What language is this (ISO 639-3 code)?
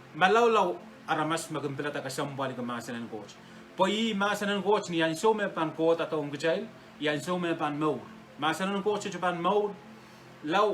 pon